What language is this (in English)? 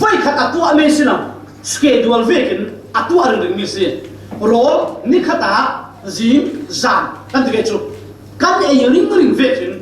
Falam Chin